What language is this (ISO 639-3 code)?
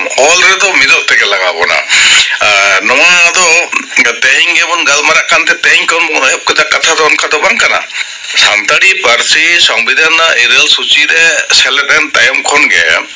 sat